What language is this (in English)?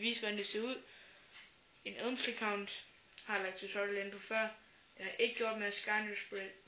Danish